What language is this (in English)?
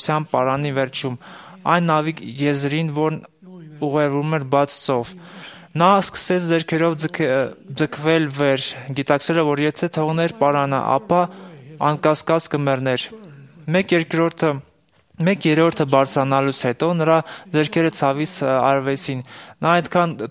Armenian